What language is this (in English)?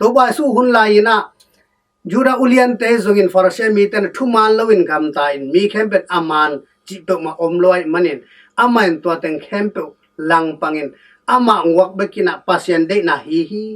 Tedim Chin